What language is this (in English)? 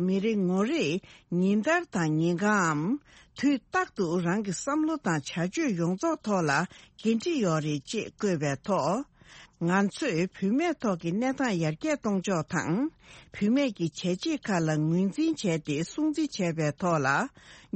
Tibetan